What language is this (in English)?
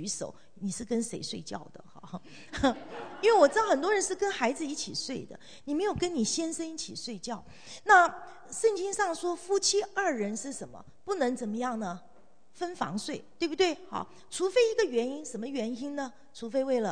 Chinese